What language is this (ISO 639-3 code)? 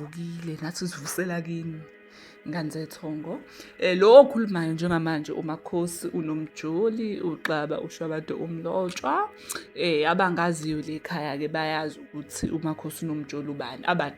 zul